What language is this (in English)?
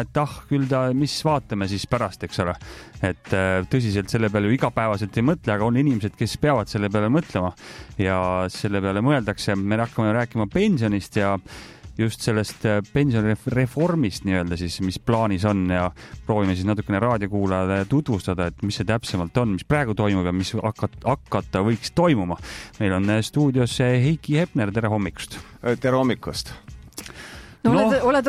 Estonian